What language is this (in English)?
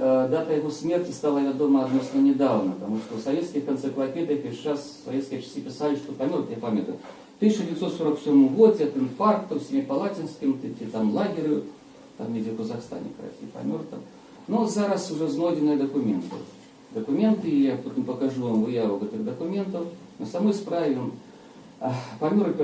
Belarusian